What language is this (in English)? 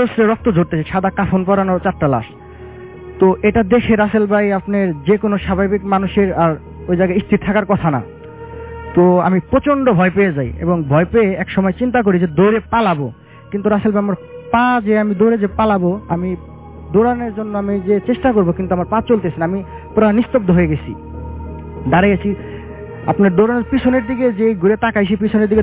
Bangla